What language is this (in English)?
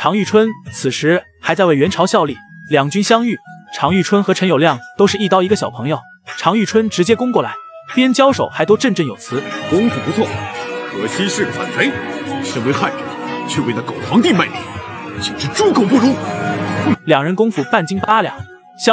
Chinese